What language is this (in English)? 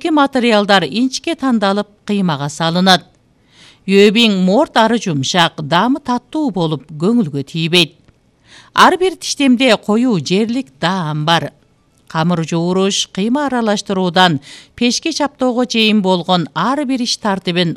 Kyrgyz